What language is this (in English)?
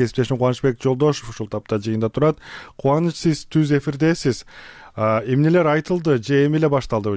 Kyrgyz